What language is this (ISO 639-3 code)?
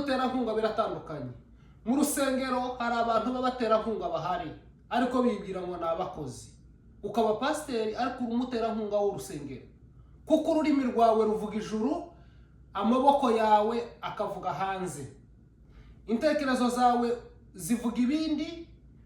kin